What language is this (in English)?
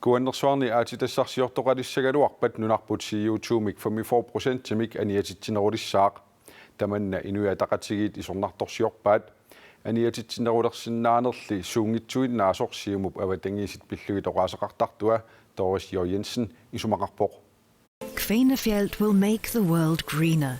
Kalaallisut